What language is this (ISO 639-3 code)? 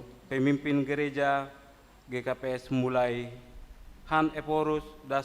bts